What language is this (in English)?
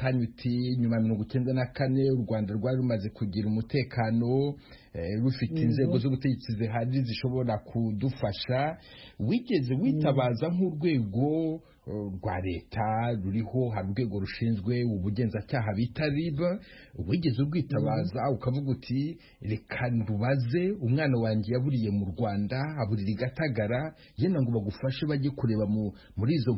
Kinyarwanda